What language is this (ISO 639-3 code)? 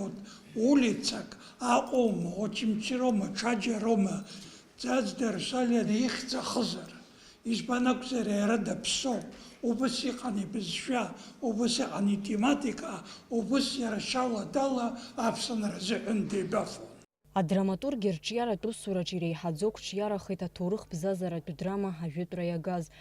abk